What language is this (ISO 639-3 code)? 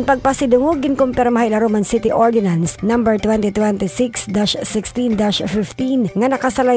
war